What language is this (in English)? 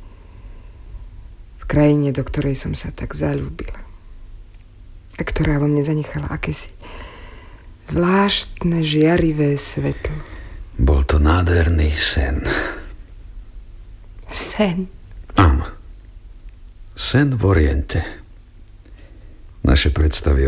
Slovak